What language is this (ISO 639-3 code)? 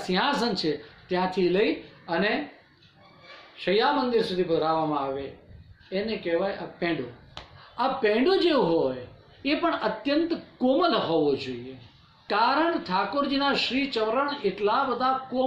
guj